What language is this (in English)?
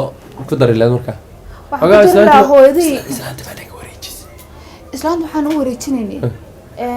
Somali